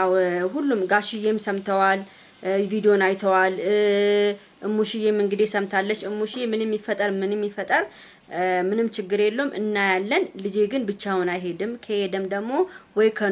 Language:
Amharic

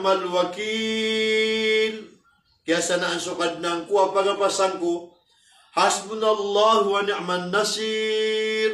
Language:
Maranao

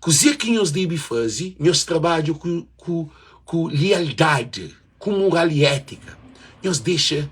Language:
Kabuverdianu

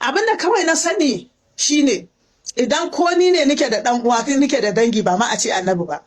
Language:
Hausa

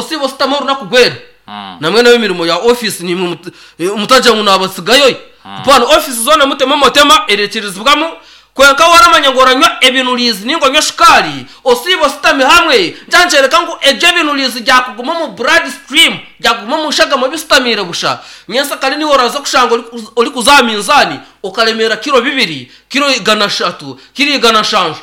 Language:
Nyankole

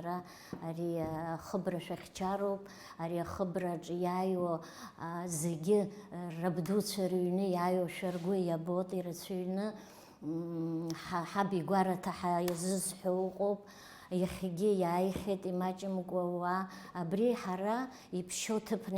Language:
Abkhazian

